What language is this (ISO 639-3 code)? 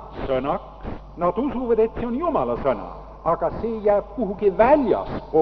est